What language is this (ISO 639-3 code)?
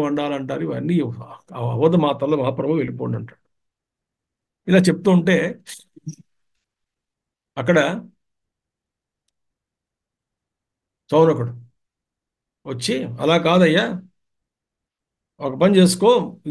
tel